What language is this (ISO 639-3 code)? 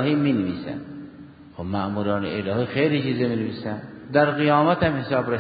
fas